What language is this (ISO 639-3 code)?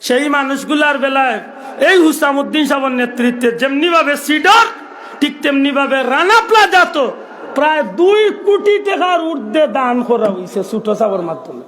syl